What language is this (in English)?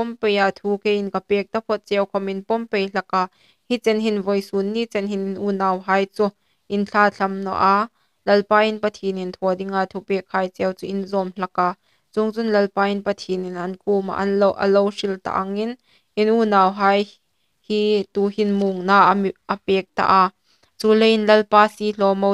Hmar